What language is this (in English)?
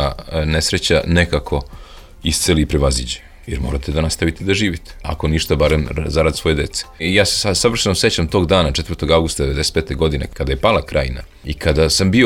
Serbian